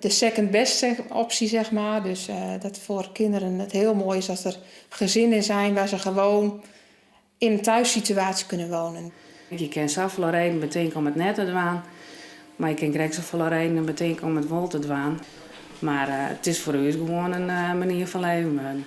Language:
Western Frisian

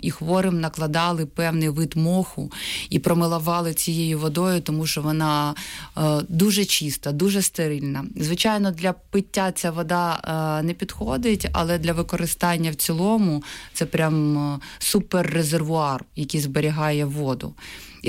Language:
Ukrainian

